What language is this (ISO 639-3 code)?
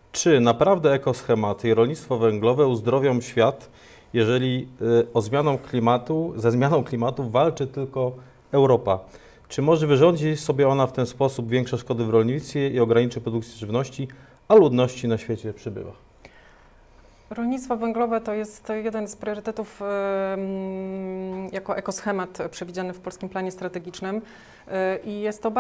pol